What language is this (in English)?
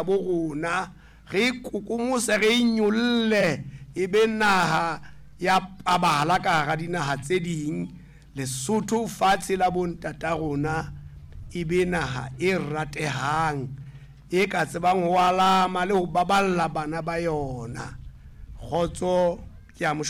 Southern Sotho